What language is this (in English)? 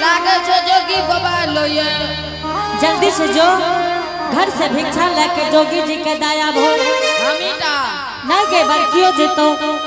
Angika